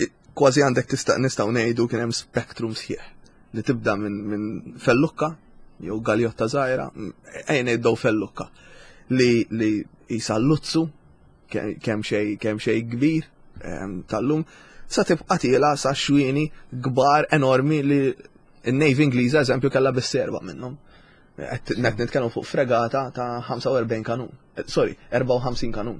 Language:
Maltese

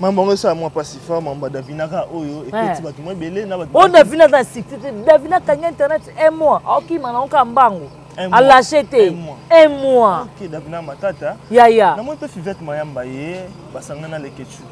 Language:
Lingala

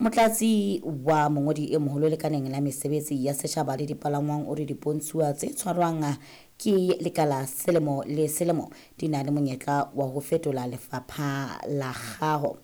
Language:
Southern Sotho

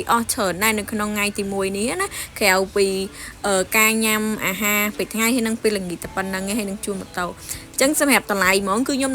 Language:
Khmer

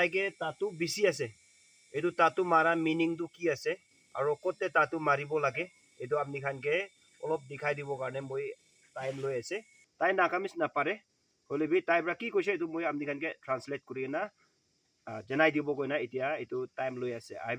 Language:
Naga Pidgin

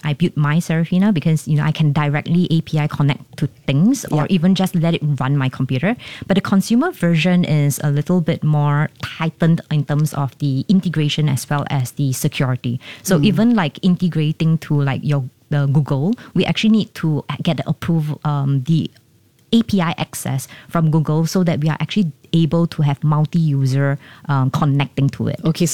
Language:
English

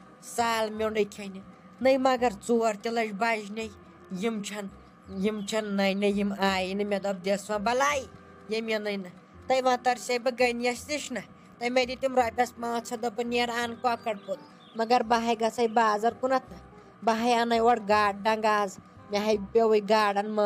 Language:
Kashmiri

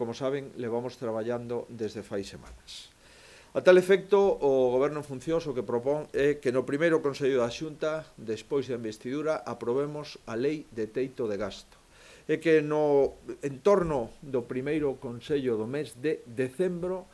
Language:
Galician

